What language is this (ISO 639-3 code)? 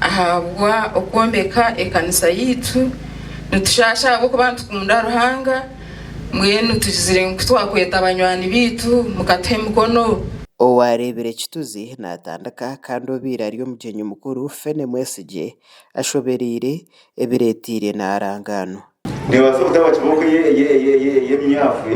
nyn